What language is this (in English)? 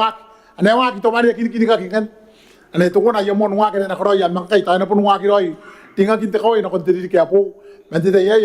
Gilbertese